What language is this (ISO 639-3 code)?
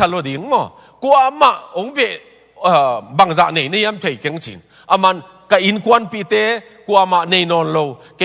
ctd